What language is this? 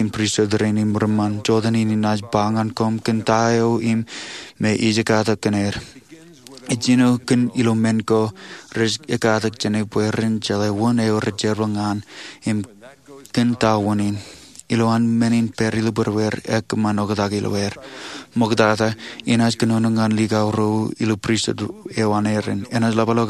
Marshallese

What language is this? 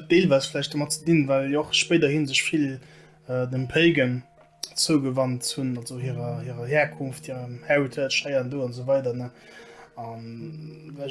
Luxembourgish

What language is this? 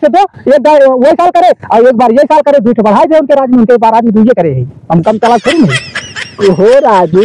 Awadhi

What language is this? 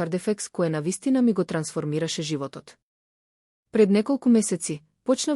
Macedonian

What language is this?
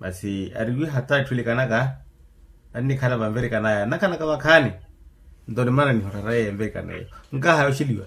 Makhuwa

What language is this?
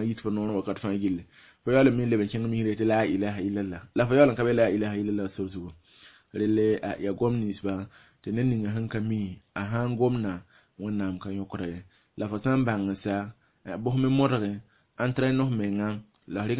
Mossi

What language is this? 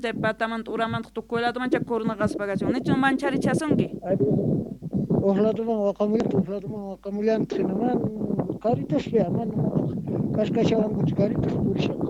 Quechua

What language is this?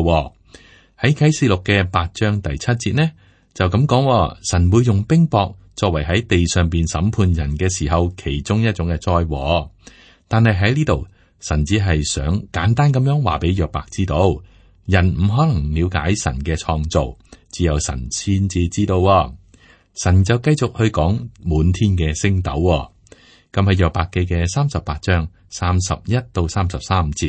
Cantonese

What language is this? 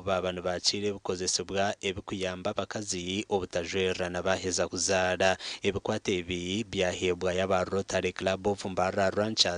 Nyankole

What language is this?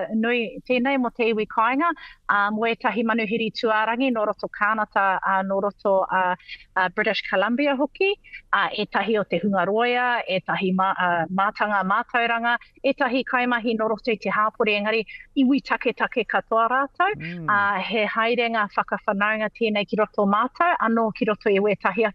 Māori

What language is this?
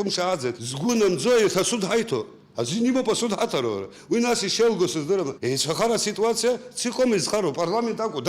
Abkhazian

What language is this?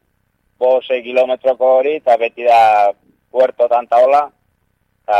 Basque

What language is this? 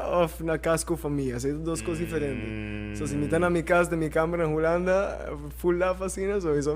Papiamento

